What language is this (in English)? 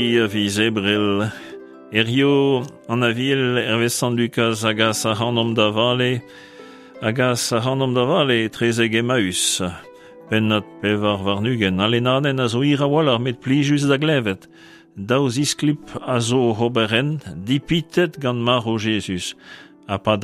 Breton